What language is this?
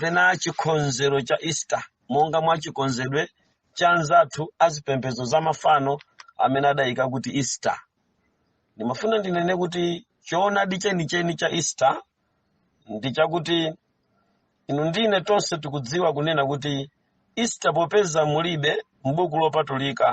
Nyanja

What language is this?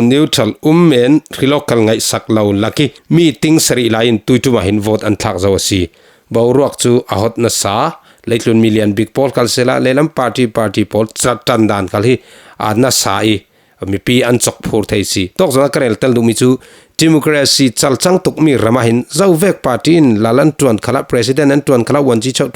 Falam Chin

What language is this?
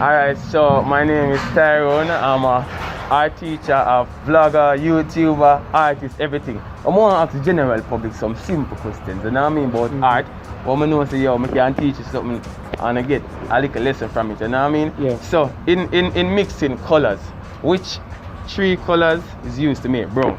Jamaican Creole English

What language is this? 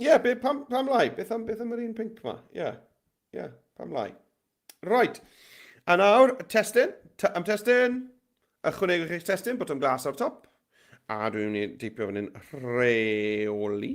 Welsh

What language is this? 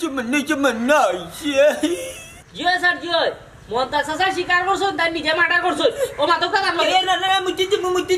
Sylheti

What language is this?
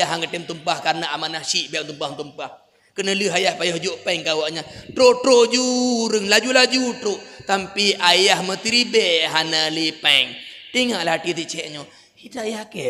Achinese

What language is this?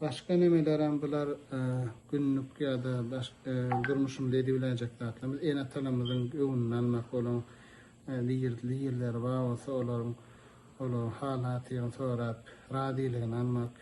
Turkmen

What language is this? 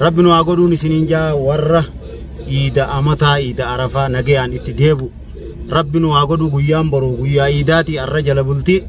Oromo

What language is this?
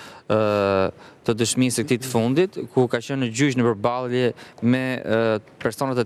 Albanian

